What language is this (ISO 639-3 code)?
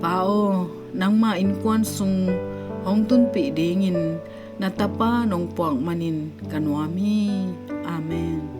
ctd